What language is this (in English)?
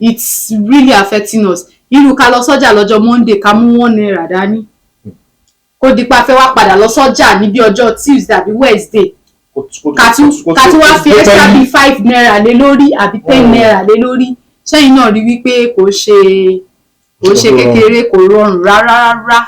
Yoruba